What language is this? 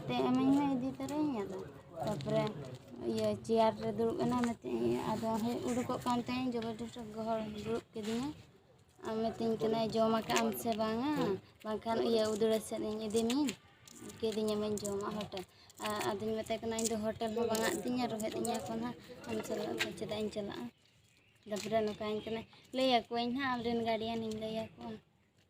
Santali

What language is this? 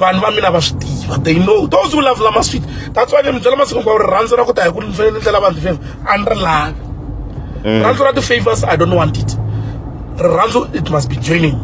Tsonga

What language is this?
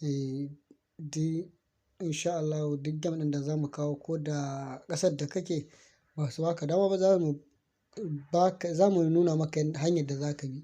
Hausa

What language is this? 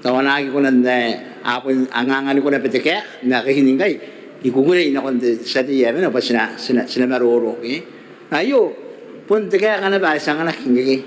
Gilbertese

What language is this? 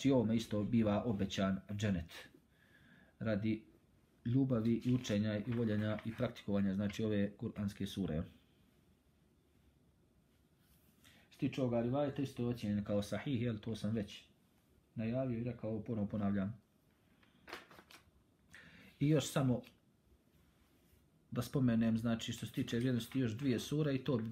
Bosnian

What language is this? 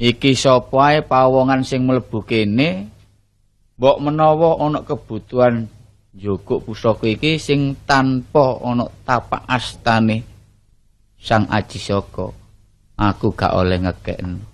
Javanese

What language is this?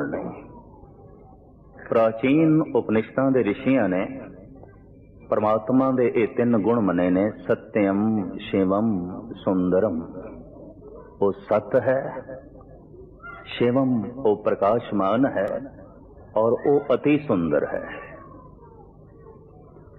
Punjabi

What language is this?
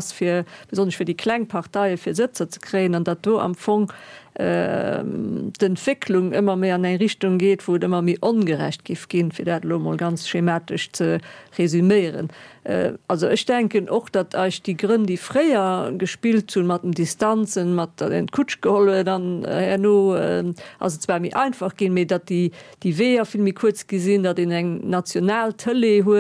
Luxembourgish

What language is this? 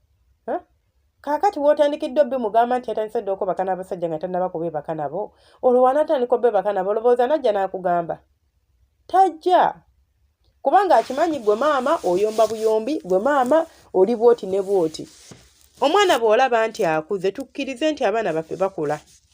Ganda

